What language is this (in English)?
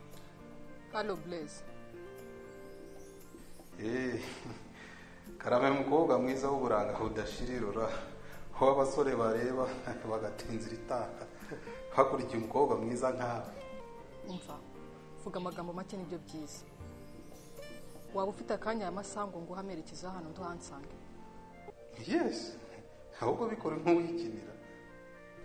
Kinyarwanda